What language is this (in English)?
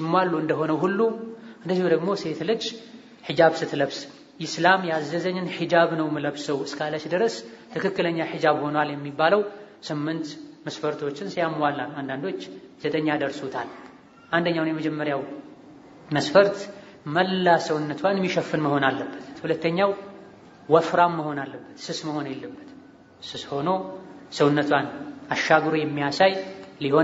Amharic